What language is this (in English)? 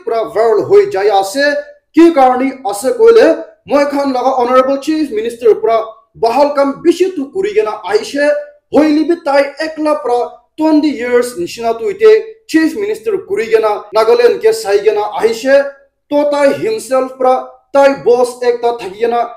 Naga Pidgin